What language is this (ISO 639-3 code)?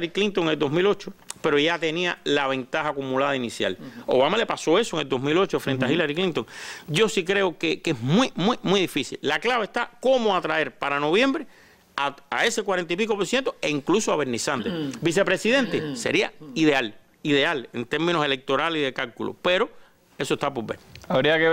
spa